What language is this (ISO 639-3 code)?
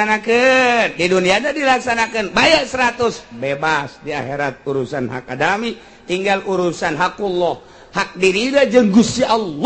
sun